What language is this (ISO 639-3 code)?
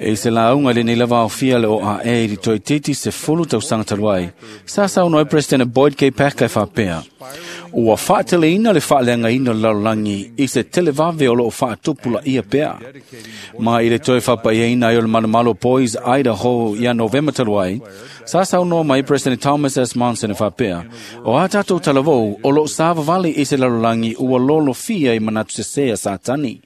smo